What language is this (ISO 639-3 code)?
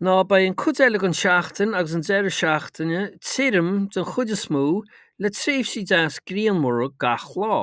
gle